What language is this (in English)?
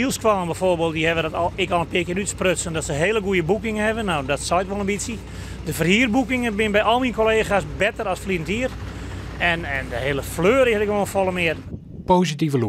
Western Frisian